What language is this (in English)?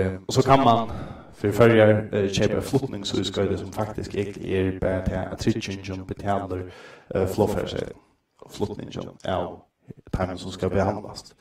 Faroese